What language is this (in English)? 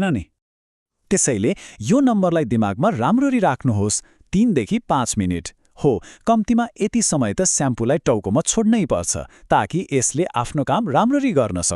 Nepali